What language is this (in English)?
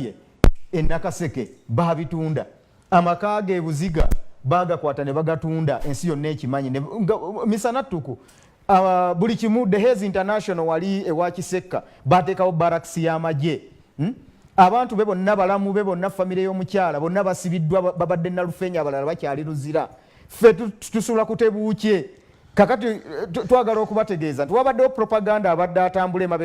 Soga